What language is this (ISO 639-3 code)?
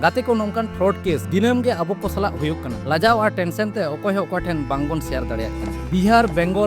sat